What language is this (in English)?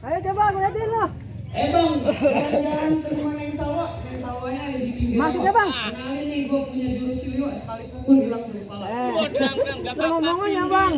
Betawi